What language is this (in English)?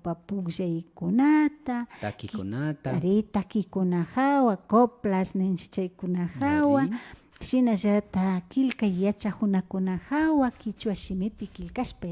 Imbabura Highland Quichua